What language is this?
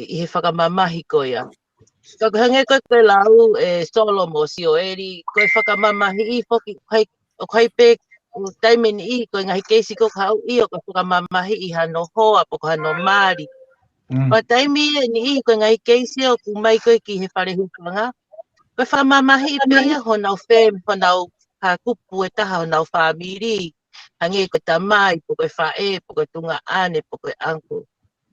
Tongan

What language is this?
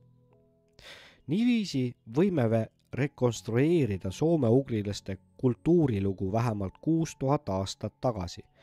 Estonian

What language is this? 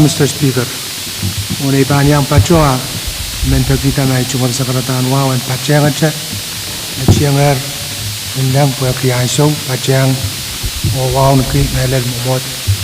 Pohnpeian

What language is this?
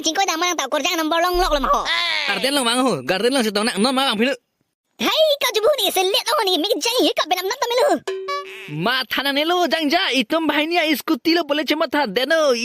Karbi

